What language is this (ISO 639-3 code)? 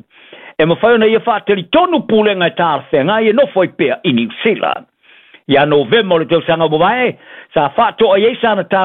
smo